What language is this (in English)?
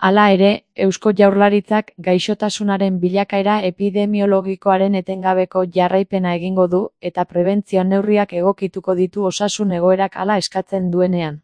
Basque